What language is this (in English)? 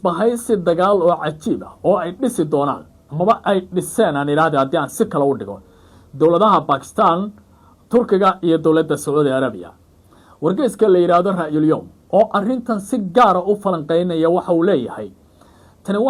Somali